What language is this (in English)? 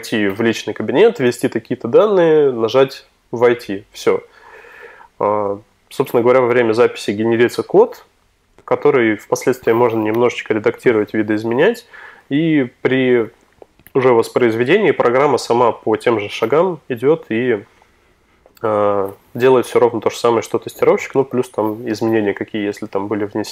Russian